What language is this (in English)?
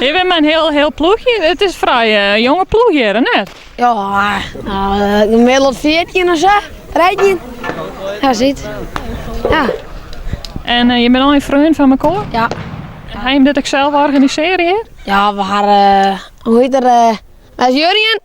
Western Frisian